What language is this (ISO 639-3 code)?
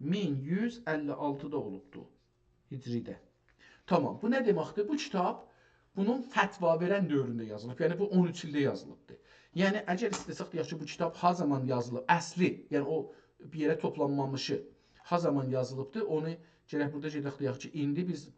azb